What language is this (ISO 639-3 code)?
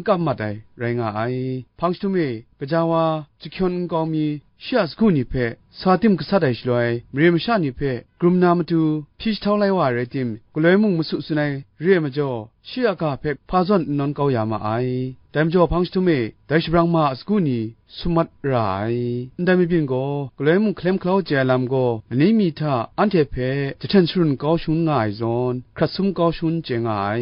kac